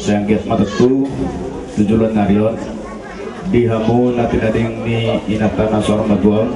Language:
Batak Toba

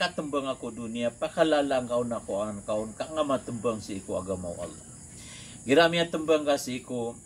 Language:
Maranao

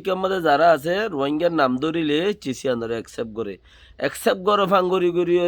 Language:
Rohingya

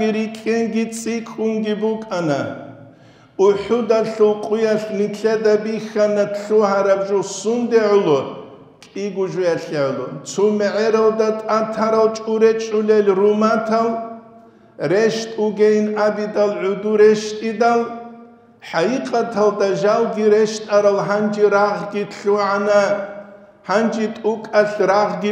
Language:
Avaric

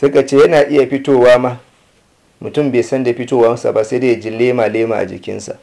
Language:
Hausa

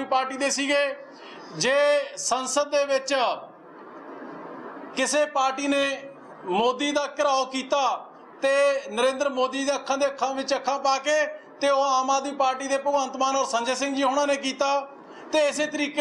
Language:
Punjabi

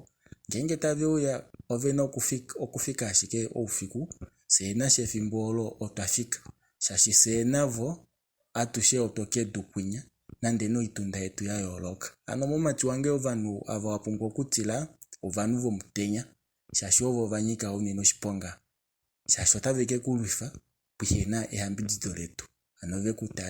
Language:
Kuanyama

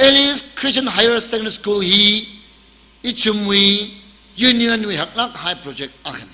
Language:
Tangkhul Naga (India)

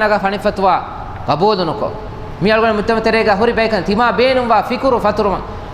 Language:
Divehi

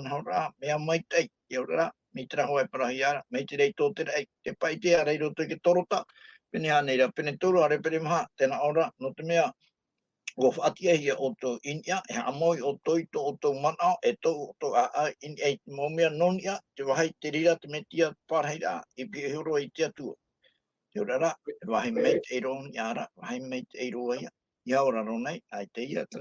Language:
Tahitian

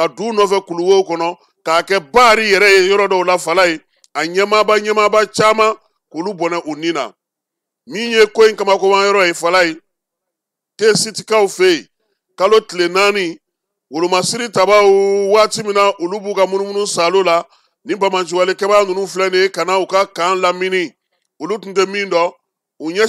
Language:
Bambara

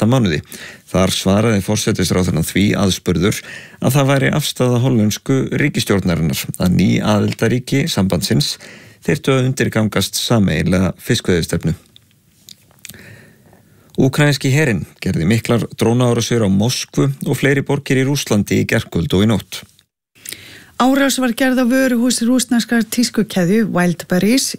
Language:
Icelandic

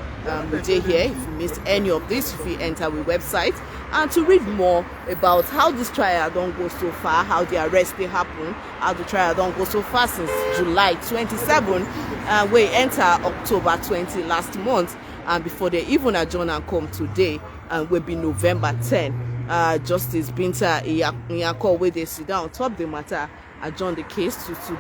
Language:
Nigerian Pidgin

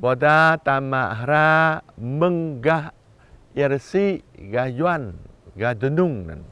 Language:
Jarai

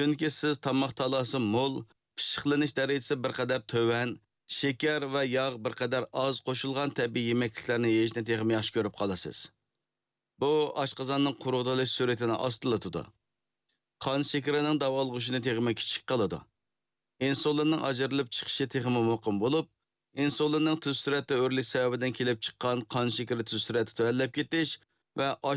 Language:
Uyghur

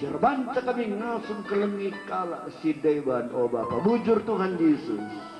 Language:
Batak Karo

